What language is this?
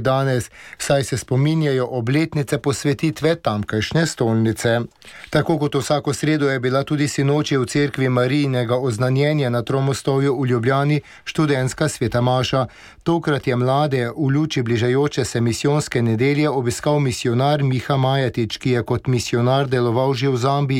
Slovenian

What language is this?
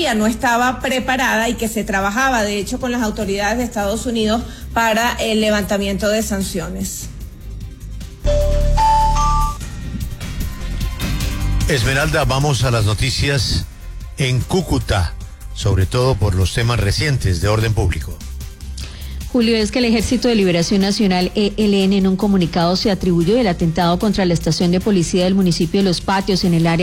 Spanish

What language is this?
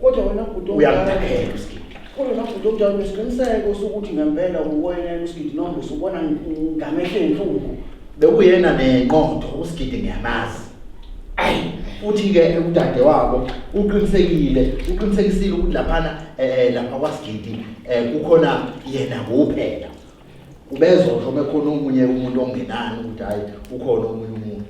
Zulu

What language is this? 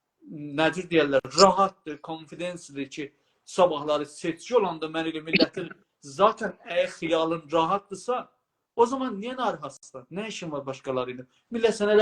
South Azerbaijani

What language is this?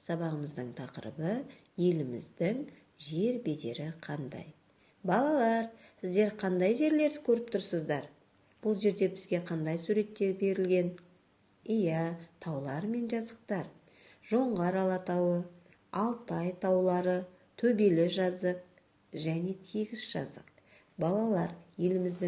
Kazakh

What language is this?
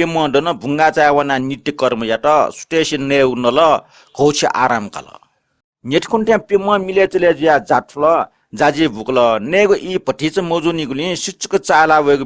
Newari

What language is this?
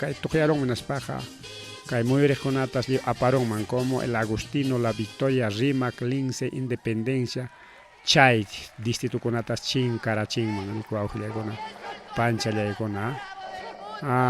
Ayacucho Quechua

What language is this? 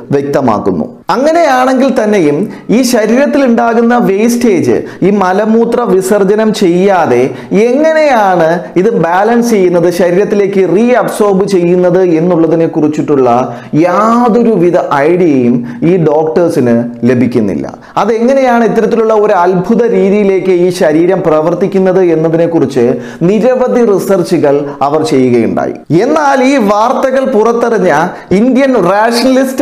Malayalam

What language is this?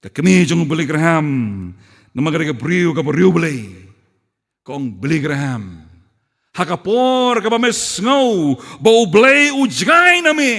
Khasi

